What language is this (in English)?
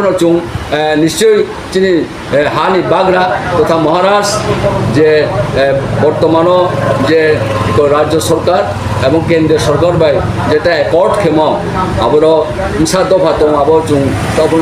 Riang (India)